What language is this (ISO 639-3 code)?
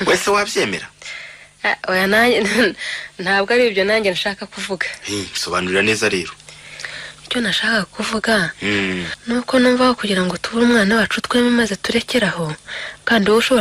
kin